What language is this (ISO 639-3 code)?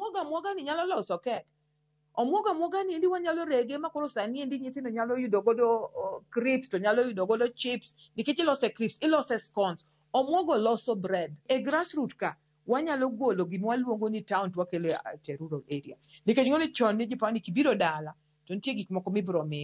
luo